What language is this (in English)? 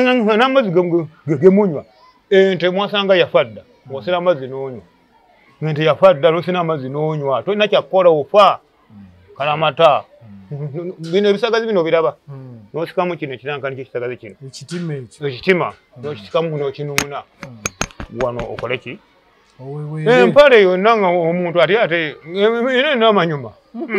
Ganda